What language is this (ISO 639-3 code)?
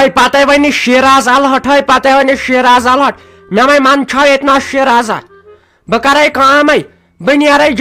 kas